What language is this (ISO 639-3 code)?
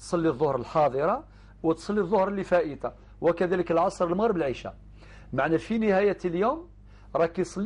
arq